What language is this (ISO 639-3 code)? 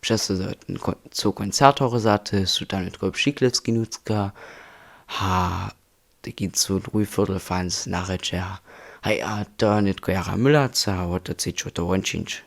hsb